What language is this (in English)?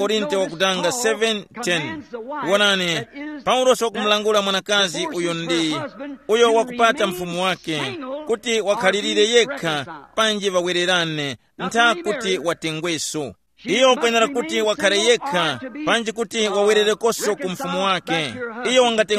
Tumbuka